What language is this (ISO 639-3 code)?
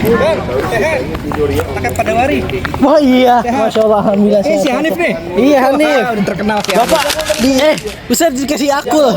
bew